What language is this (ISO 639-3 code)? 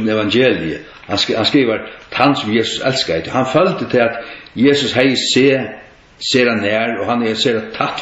fao